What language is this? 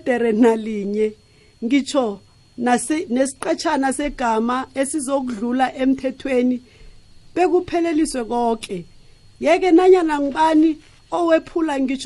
South Ndebele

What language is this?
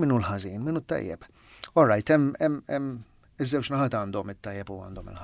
Maltese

